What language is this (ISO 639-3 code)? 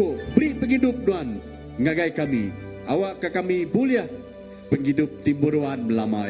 iba